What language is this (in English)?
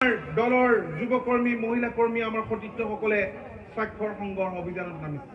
Assamese